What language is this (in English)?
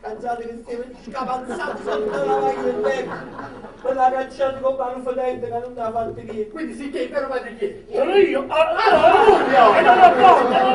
Neapolitan